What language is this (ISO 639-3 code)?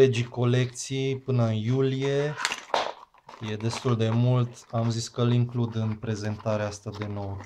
ron